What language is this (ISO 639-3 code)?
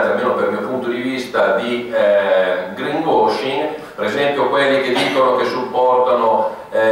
ita